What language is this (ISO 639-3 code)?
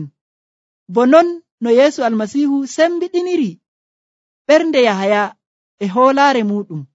fuv